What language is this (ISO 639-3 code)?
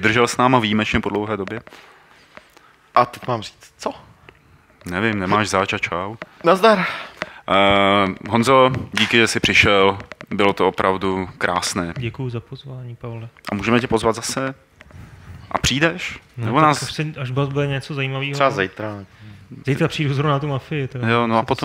ces